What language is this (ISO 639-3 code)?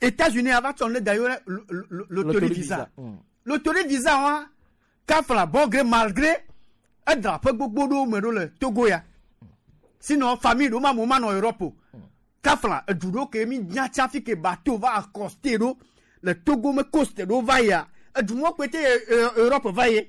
gej